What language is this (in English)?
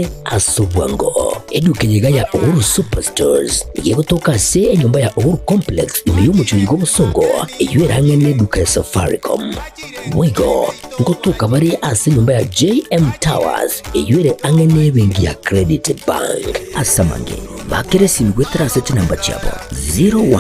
Gusii